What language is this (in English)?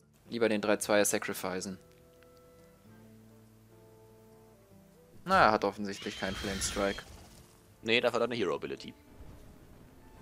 German